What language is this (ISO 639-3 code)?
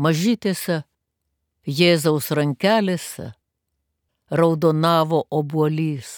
lit